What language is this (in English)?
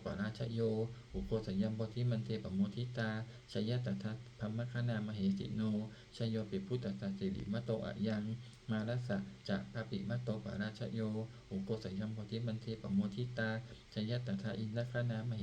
Pali